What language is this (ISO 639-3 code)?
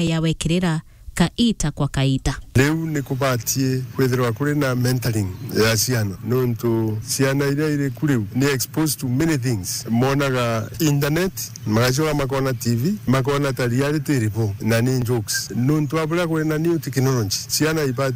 mer